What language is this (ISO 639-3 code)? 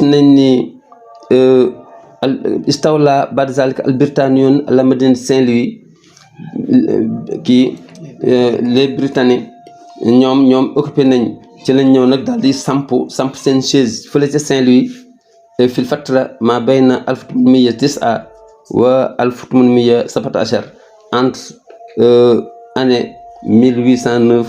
wol